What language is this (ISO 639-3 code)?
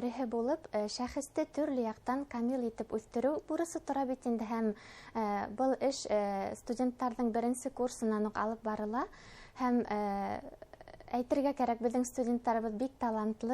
bak